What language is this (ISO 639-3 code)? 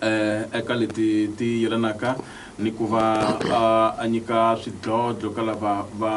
tso